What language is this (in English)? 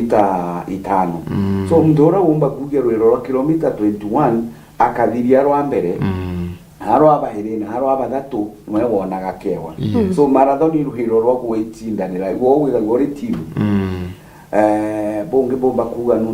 Meru